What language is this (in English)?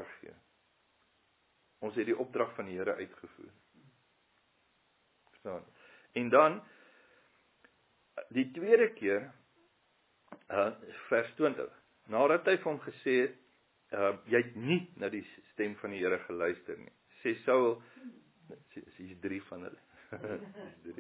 Afrikaans